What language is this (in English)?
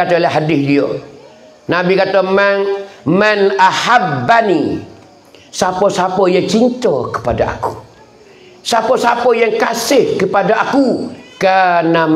Pattani Malay